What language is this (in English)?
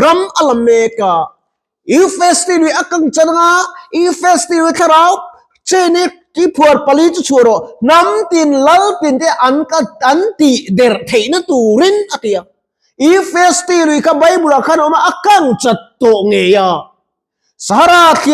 Mizo